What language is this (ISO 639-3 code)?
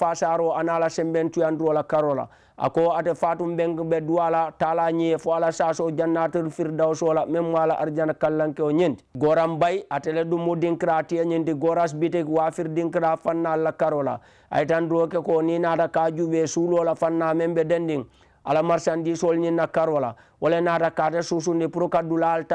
man